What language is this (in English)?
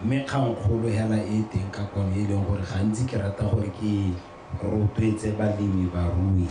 Tswana